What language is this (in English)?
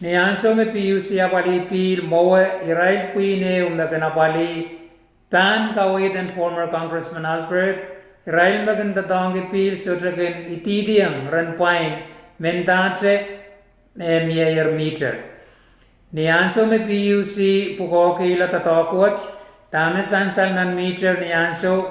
Pohnpeian